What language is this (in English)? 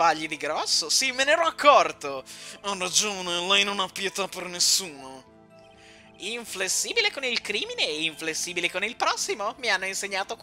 Italian